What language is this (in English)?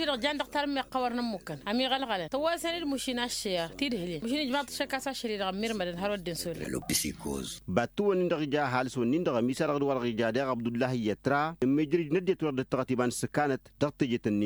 Tamasheq